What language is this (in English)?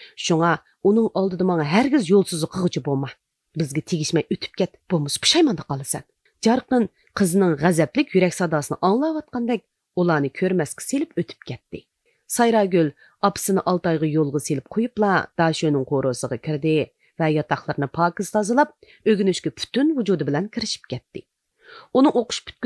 Uyghur